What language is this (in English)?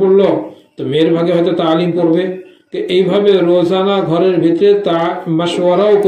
Bangla